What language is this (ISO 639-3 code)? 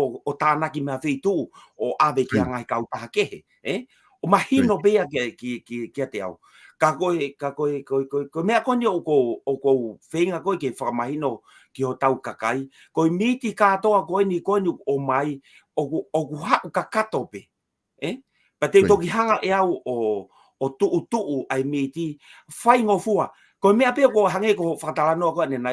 ton